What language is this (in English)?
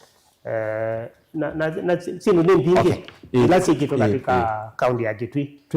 Kamba